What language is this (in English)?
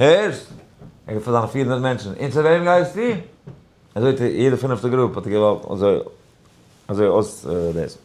Yiddish